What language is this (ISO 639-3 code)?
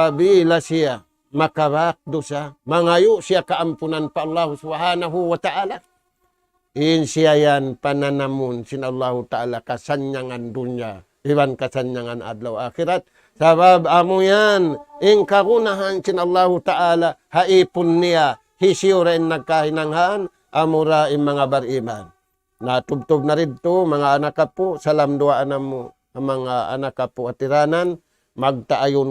tsg